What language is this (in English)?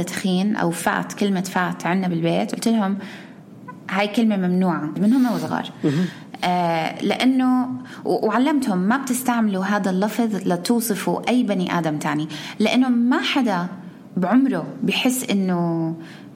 North Levantine Arabic